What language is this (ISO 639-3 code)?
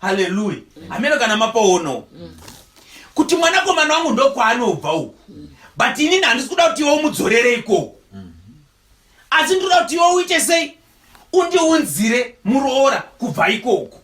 sna